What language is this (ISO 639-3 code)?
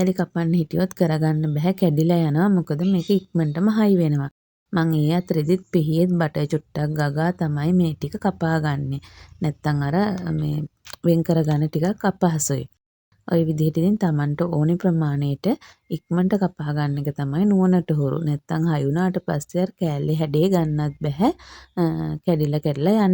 sin